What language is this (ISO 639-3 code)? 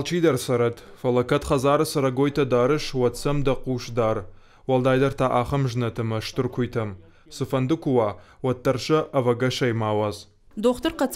oss